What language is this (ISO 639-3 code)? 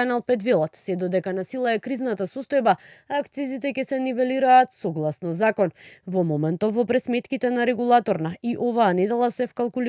mkd